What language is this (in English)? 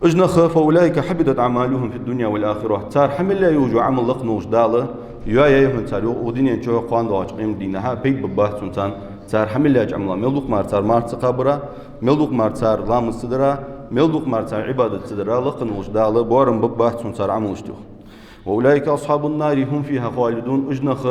Ingush